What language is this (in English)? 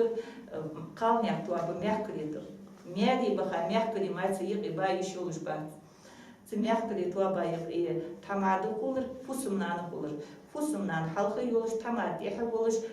Ingush